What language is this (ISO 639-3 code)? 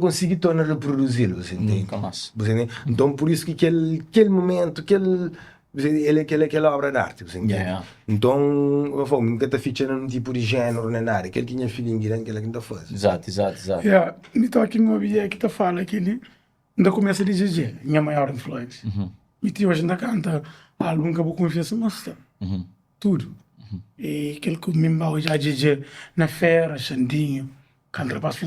kea